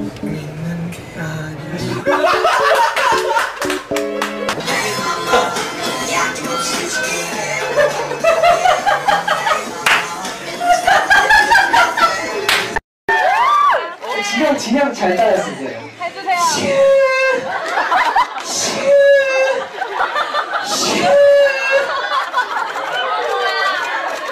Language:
Korean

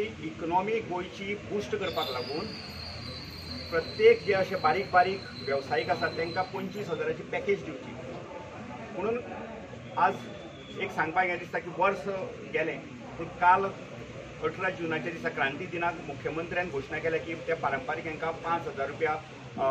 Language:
Konkani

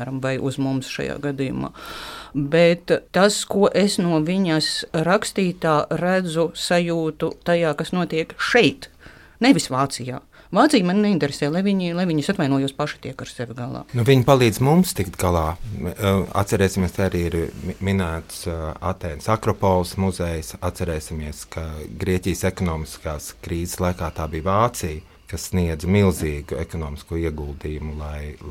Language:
Latvian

